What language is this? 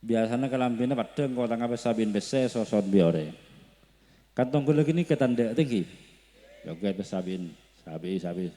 Madurese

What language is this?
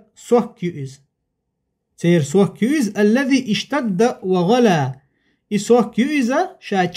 Chechen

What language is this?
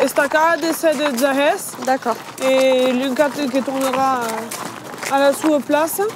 Occitan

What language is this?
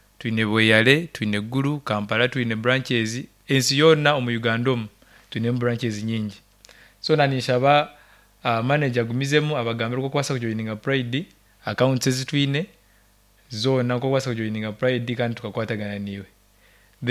Nyoro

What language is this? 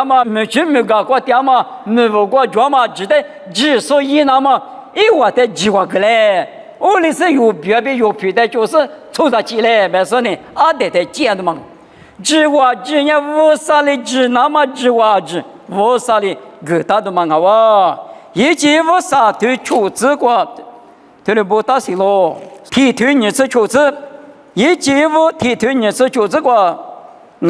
Lisu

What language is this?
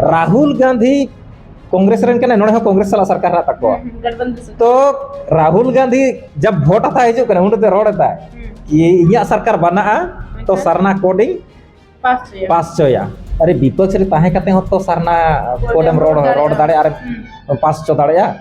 Santali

